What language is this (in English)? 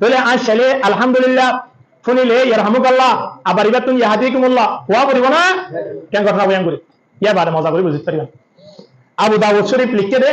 Rohingya